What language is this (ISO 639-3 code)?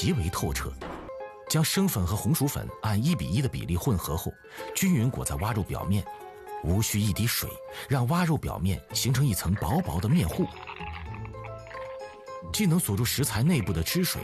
zho